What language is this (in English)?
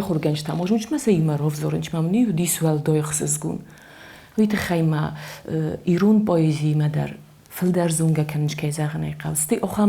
Ossetic